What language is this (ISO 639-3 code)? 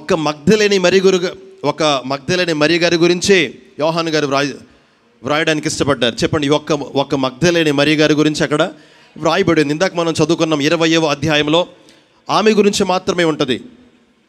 tel